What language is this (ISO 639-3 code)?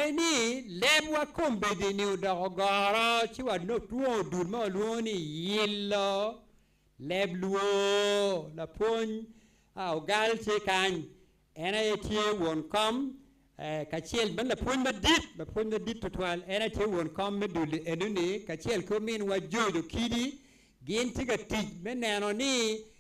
ach